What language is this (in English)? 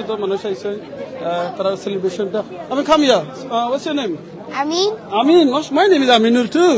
Sylheti